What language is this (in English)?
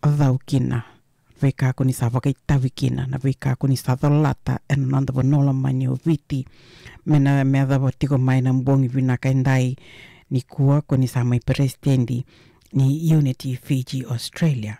Fijian